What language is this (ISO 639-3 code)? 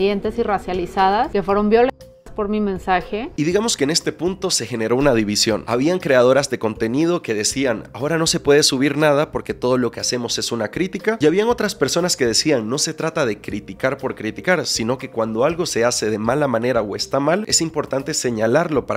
spa